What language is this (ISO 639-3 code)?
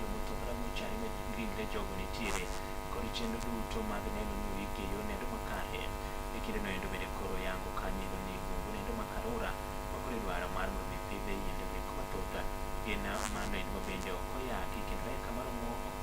luo